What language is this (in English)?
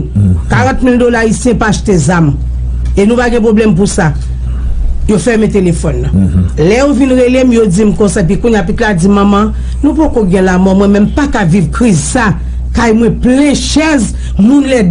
Haitian Creole